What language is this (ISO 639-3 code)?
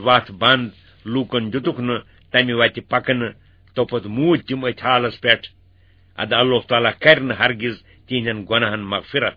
kas